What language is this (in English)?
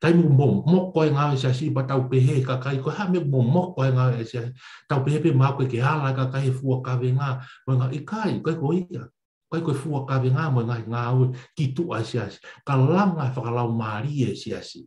Tongan